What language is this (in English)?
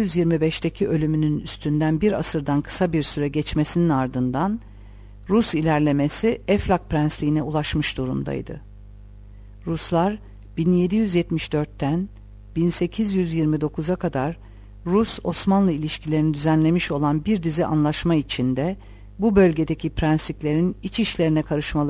Turkish